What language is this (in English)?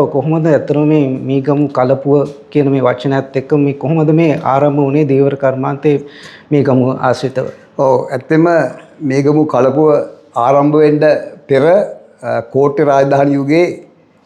Sinhala